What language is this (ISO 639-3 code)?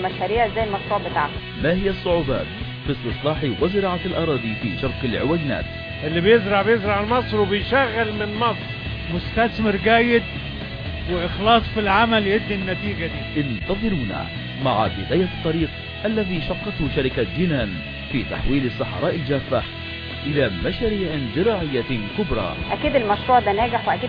arz